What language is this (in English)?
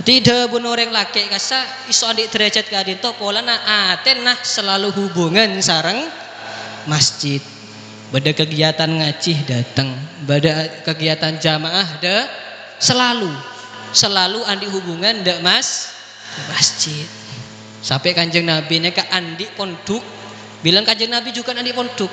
Madurese